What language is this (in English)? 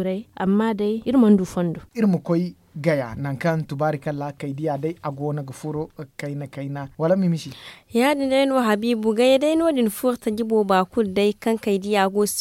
Zarma